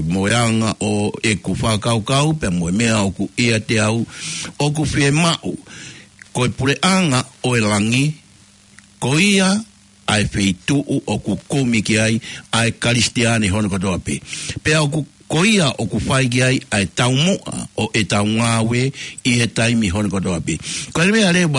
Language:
Tongan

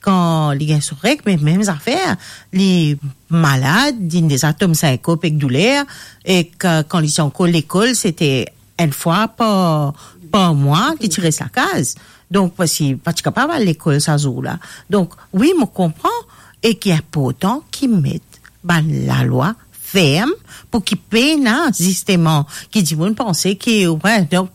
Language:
Morisyen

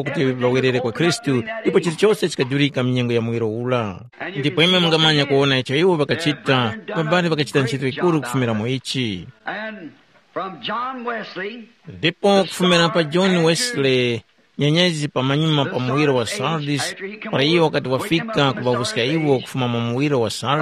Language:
Tumbuka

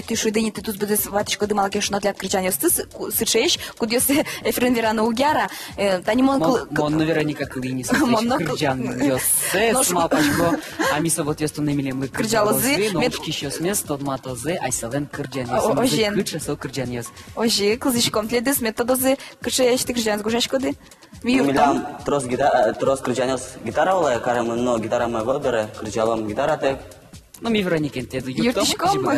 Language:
Udmurt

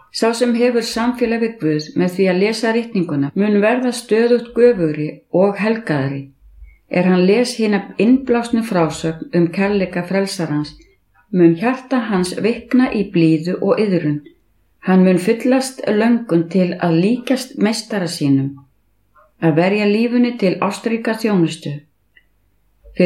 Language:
Icelandic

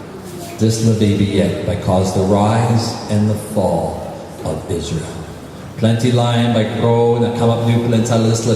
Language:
Tok Pisin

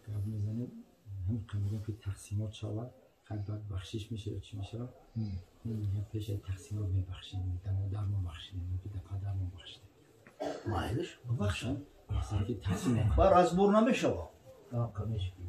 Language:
Tajik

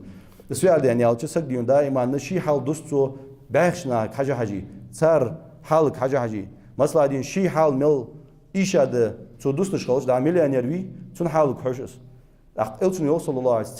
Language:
Ingush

